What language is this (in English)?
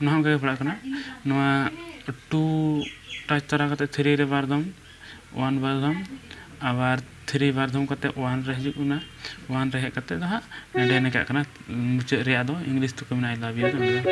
Santali